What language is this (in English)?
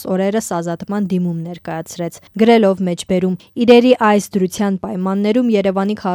Armenian